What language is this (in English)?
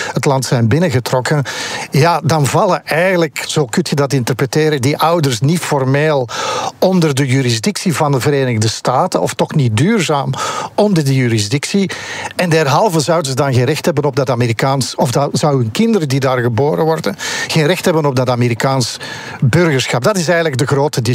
Dutch